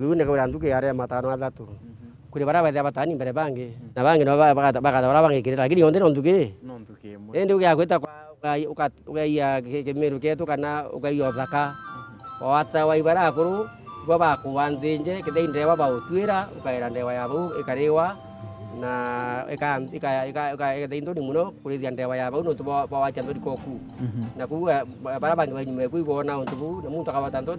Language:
Meru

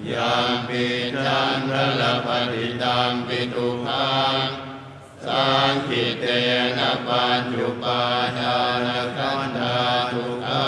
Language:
Pali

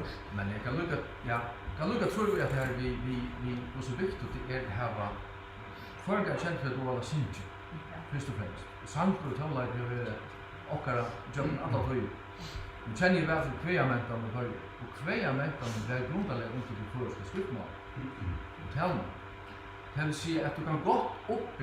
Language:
Faroese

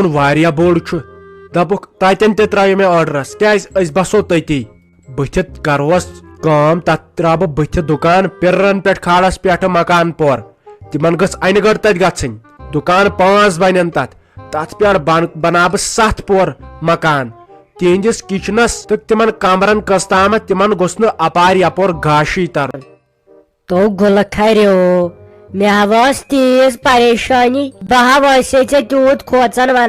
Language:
Kashmiri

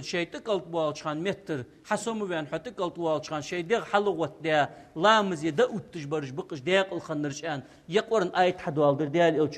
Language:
Ingush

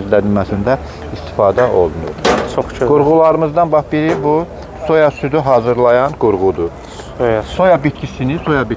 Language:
Azerbaijani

